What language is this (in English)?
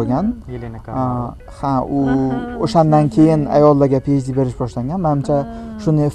Uzbek